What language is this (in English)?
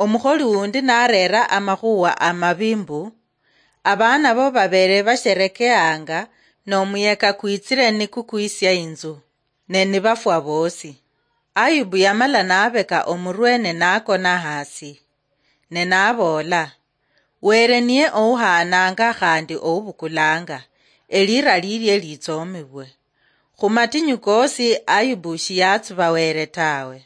Luyia